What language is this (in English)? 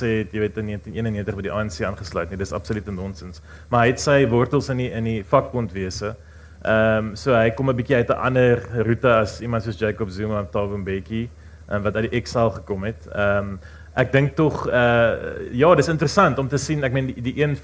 Afrikaans